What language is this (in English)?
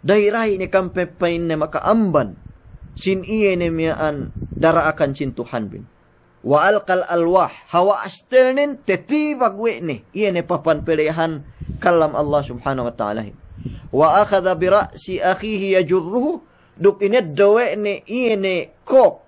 Yakan